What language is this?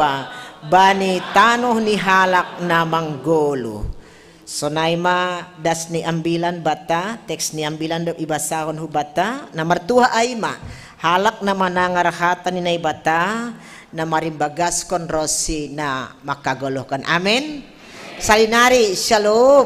Batak Simalungun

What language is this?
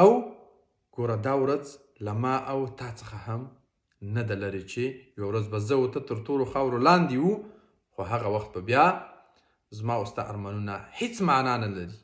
Pashto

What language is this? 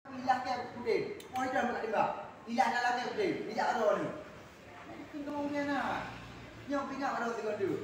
Achinese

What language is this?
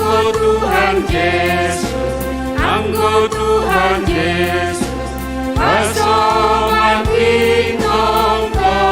Batak Simalungun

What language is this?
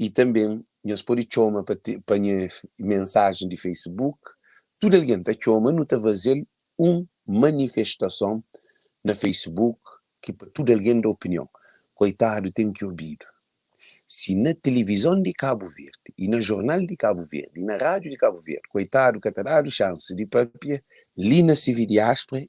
Kabuverdianu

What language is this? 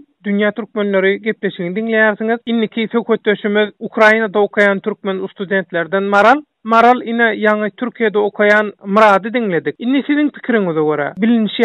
Turkmen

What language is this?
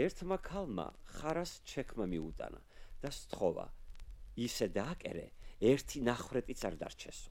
Georgian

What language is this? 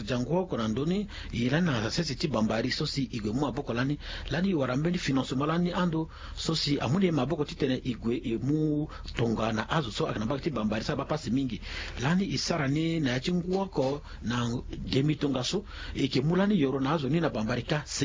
Sango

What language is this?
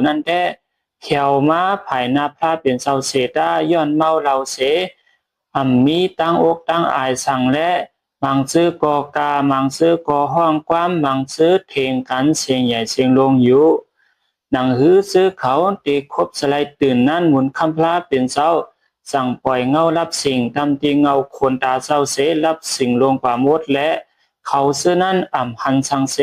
Shan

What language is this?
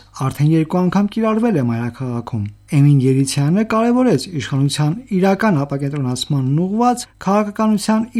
Armenian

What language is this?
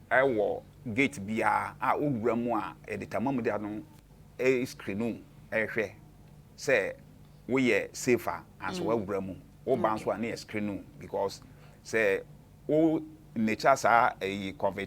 Akan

